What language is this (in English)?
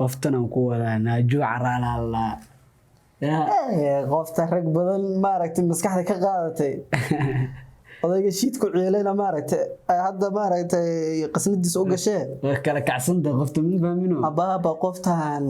Somali